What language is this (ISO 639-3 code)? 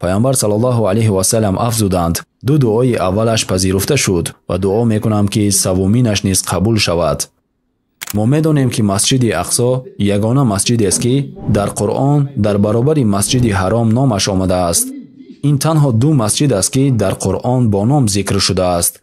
tgk